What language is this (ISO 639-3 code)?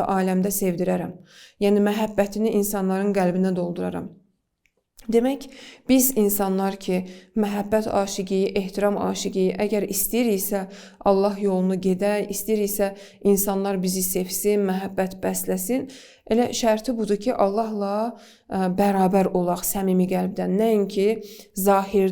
aze